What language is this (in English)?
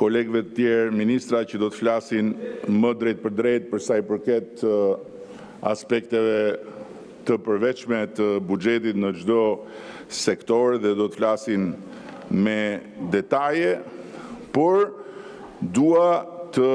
Albanian